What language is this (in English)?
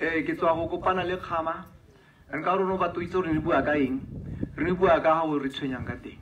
Tswana